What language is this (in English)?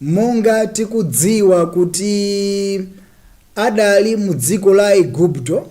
Nyanja